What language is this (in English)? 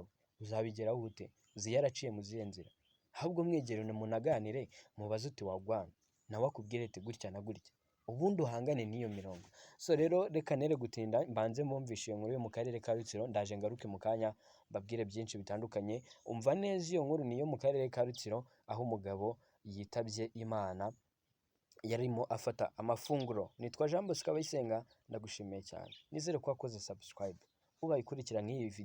Kinyarwanda